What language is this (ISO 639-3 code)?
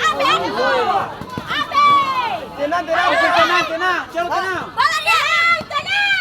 abs